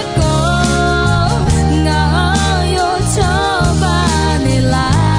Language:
Akha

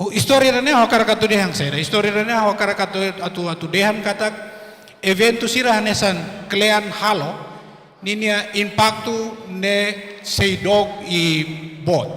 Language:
Tetum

